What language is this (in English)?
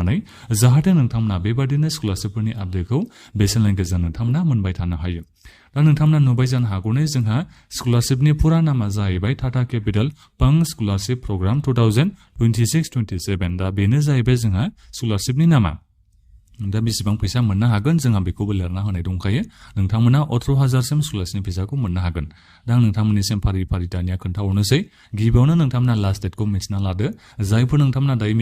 Bodo